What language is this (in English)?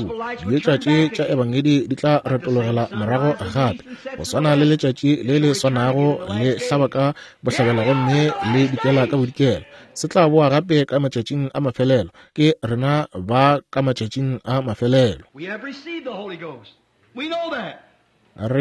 Northern Sotho